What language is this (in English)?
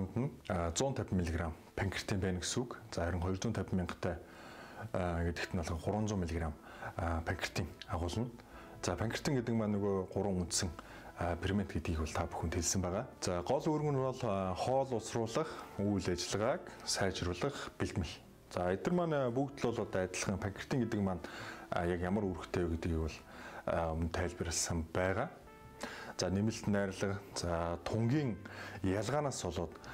Mongolian